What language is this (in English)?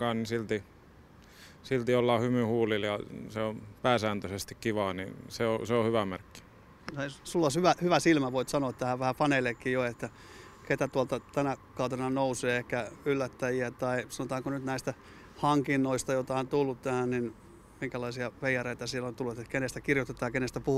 Finnish